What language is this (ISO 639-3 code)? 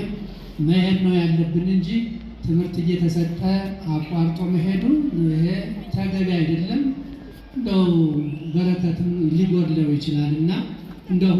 amh